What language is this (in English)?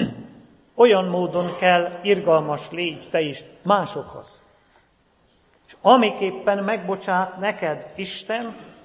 Hungarian